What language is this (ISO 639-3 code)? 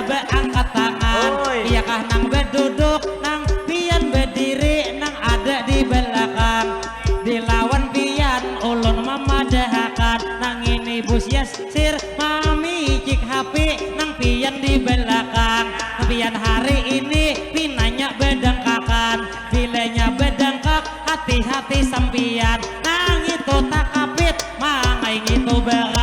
bjn